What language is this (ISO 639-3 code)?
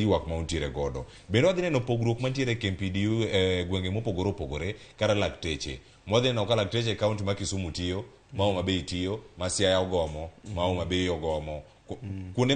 luo